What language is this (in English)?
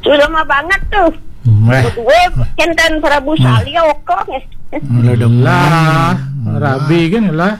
Balinese